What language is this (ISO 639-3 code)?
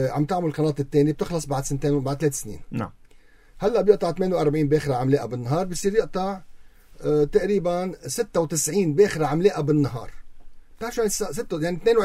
apc